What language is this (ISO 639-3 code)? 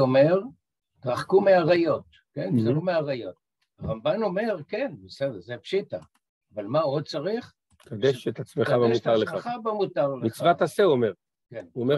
heb